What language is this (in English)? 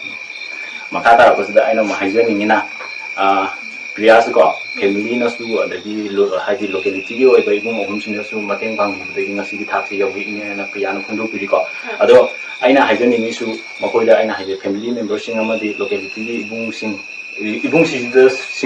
Manipuri